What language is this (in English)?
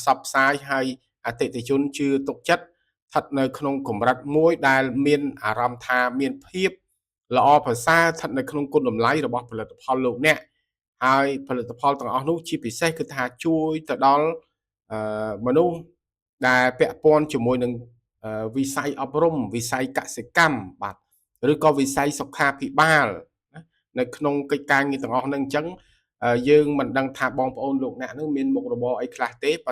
Khmer